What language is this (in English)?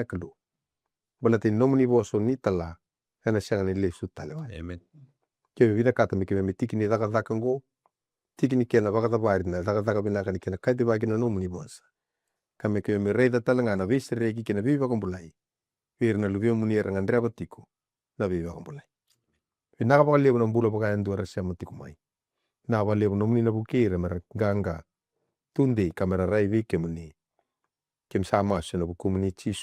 Fijian